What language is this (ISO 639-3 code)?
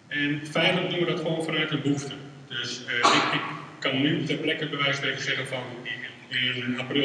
nld